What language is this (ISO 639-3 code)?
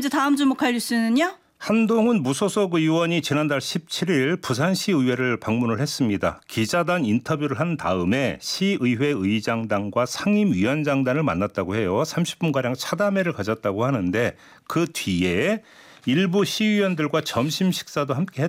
kor